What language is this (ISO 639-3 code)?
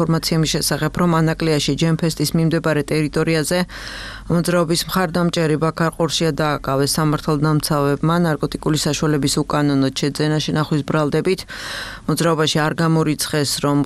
kat